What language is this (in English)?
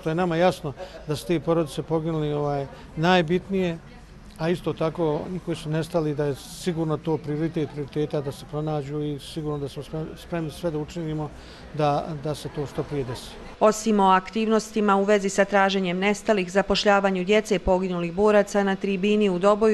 Bosnian